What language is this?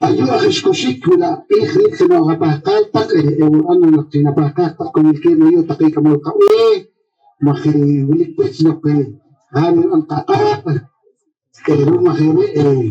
Poqomchi'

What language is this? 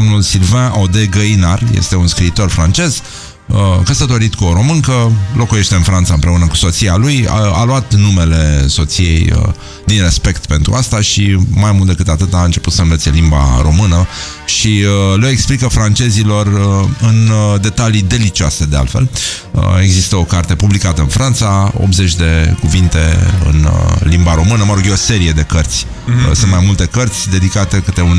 Romanian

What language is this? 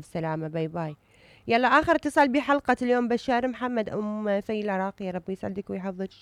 Mesopotamian Arabic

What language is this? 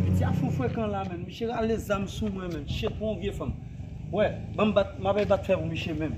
Haitian Creole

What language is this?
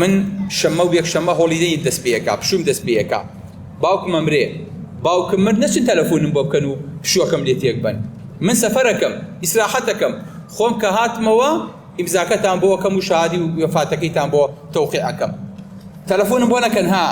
Central Kurdish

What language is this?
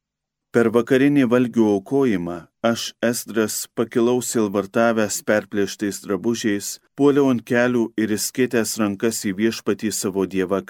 Lithuanian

